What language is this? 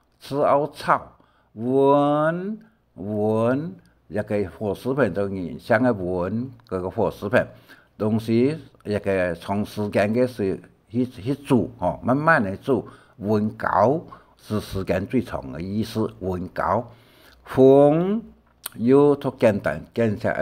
Hakka Chinese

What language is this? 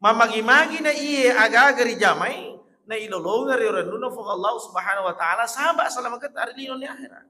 Buginese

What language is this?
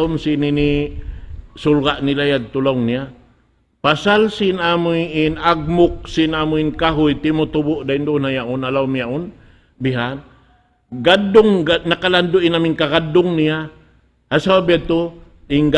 Tausug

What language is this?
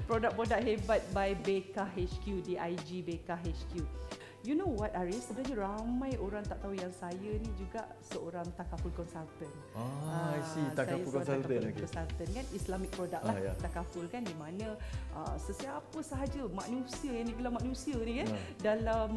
Malay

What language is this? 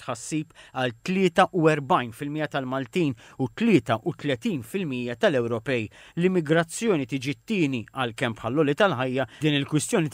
Maltese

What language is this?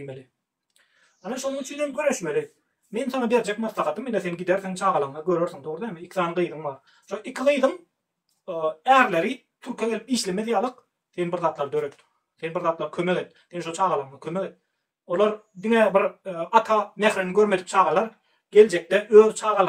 Turkmen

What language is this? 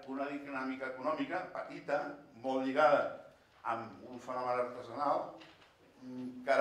Catalan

